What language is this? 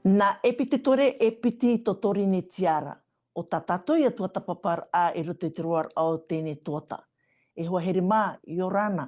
Tahitian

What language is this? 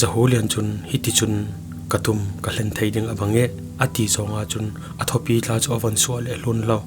Falam Chin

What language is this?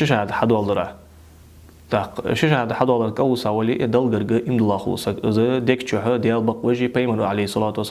Ingush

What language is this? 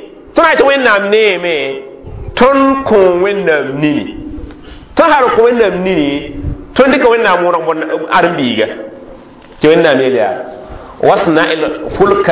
Mossi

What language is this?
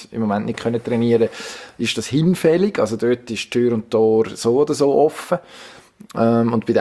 German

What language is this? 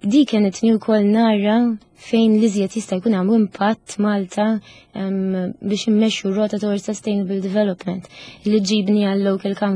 Maltese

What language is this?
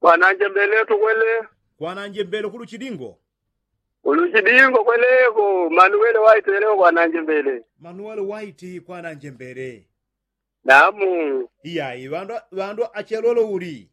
Yao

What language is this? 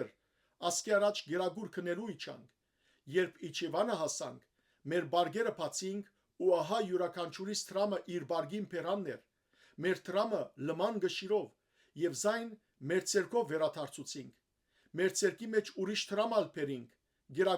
Western Armenian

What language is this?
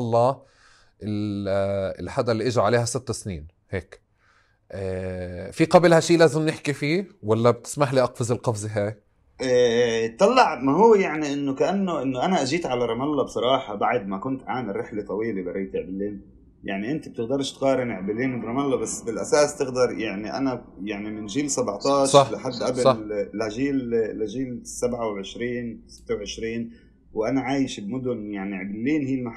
North Levantine Arabic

